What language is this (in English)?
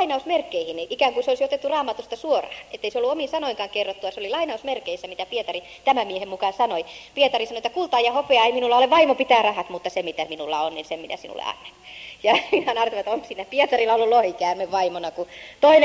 Finnish